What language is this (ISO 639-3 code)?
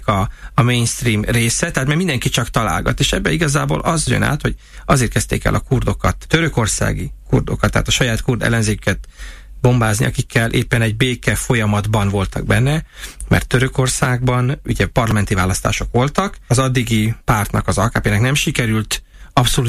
hun